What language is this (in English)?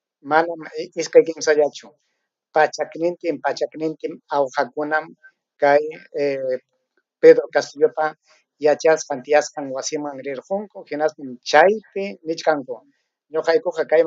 Ayacucho Quechua